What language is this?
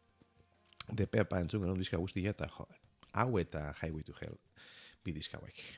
Basque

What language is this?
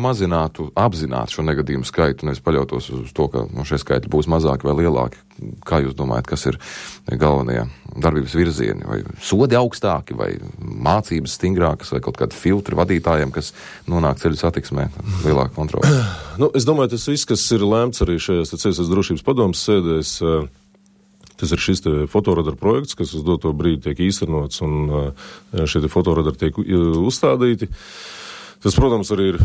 Latvian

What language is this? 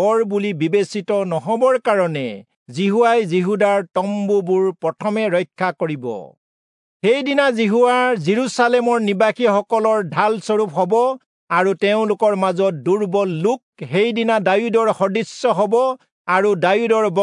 Assamese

